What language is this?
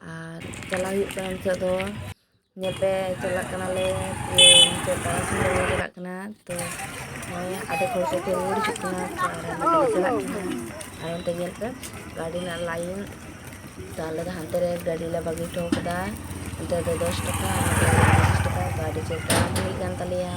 Santali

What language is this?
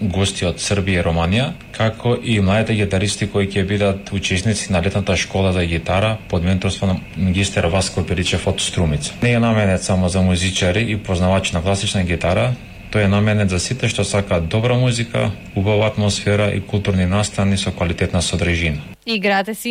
Macedonian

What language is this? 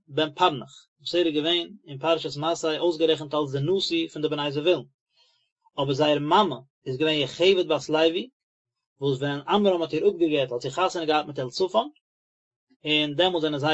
Yiddish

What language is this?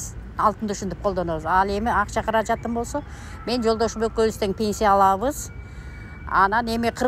Kyrgyz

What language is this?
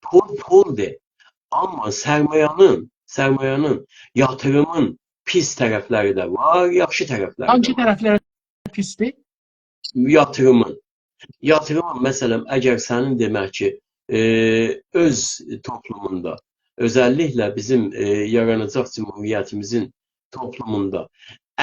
South Azerbaijani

